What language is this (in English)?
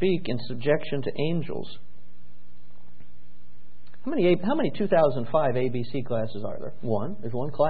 English